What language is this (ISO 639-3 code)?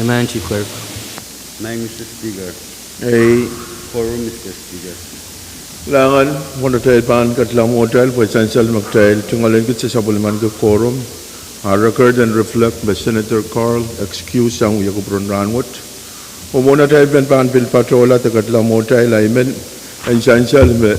pon